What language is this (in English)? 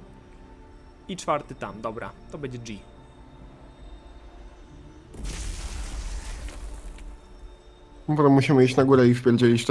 Polish